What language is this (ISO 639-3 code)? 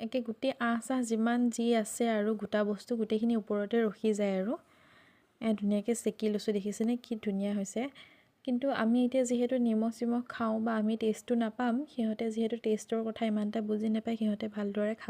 asm